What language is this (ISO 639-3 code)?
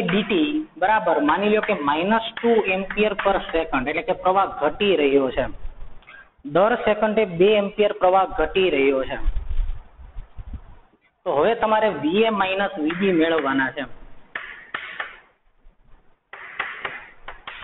guj